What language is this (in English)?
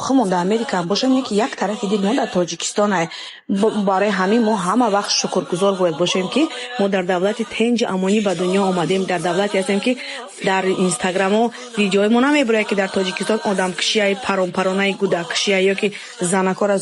Tajik